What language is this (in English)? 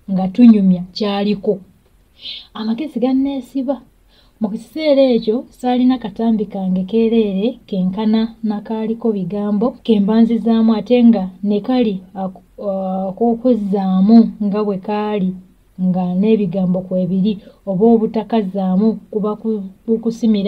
Ganda